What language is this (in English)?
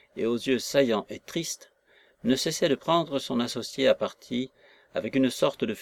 French